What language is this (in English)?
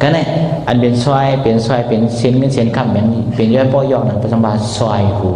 Shan